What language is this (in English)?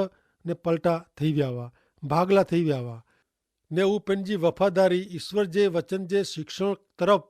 Kachhi